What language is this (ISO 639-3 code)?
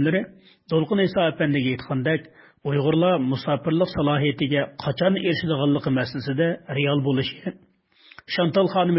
uig